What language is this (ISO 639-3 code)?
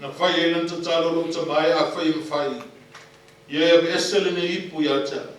smo